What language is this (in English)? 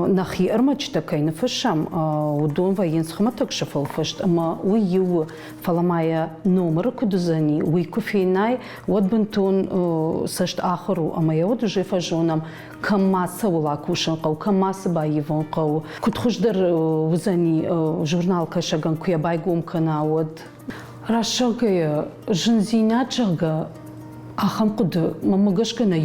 Ossetic